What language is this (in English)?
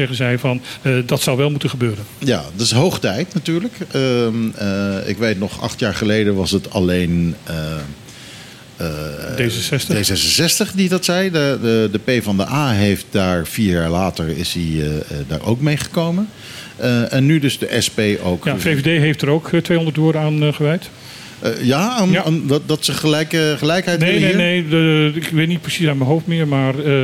Dutch